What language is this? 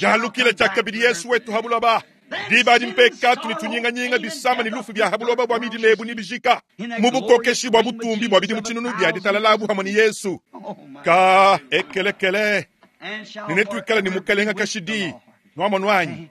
Luba-Lulua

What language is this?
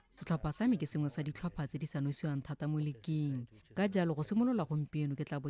Tswana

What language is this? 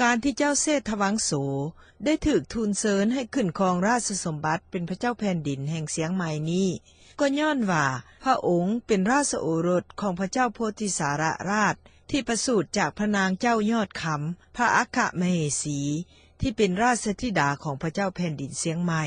Lao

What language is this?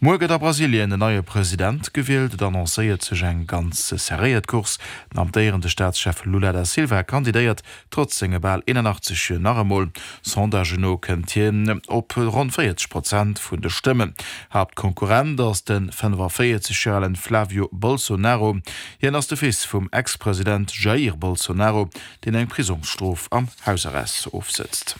Luxembourgish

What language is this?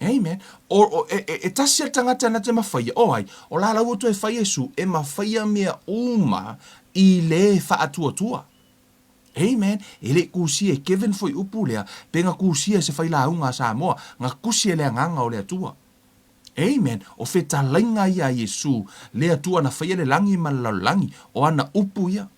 Samoan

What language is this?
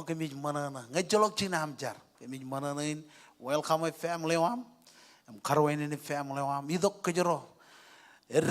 Marshallese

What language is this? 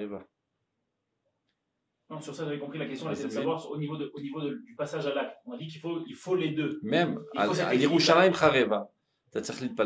French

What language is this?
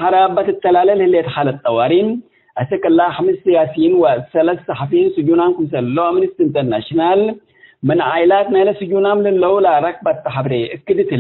Tigre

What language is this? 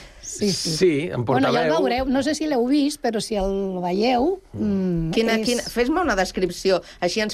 Catalan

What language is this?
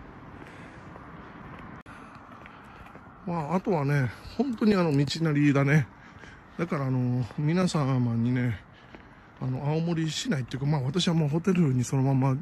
Japanese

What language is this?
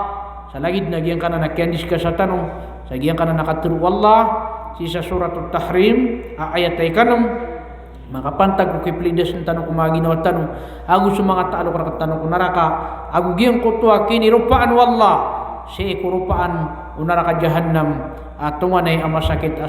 Maranao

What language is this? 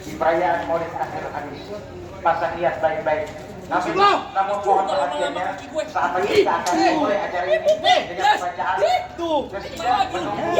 Betawi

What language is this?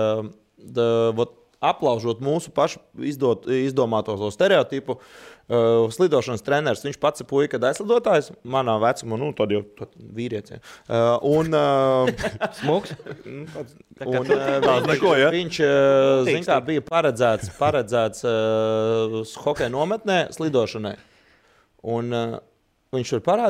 Latvian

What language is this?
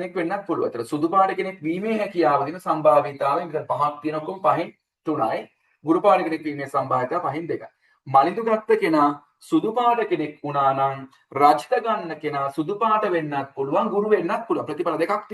Sinhala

